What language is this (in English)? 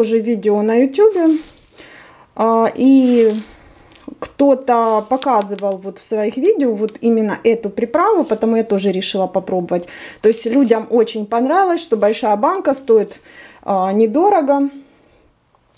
Russian